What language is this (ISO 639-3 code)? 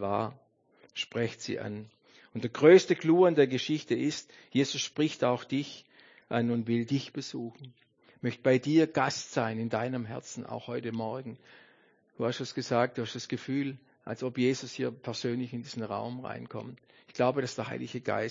deu